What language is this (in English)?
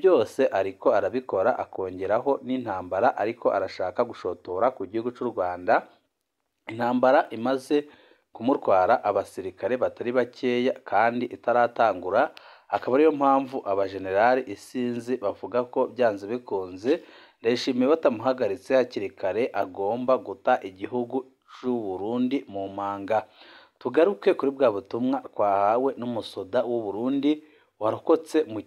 Rundi